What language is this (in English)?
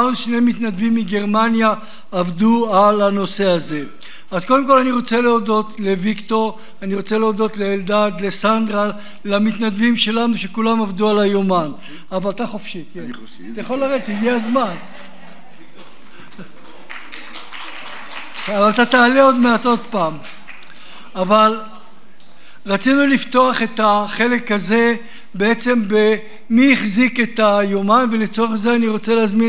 Hebrew